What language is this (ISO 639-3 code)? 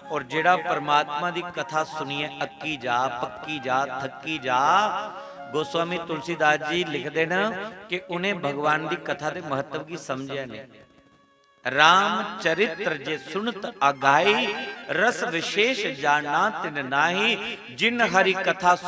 doi